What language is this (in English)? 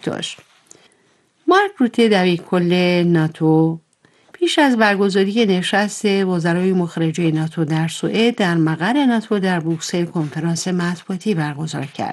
Persian